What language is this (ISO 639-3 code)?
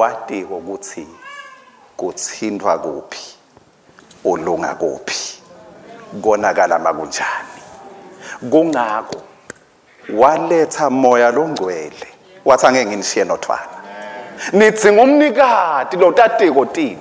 ssw